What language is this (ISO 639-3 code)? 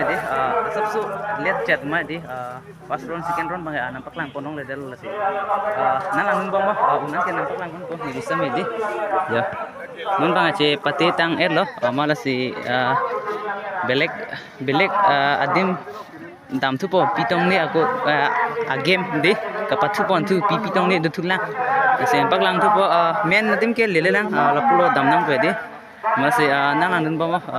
mjw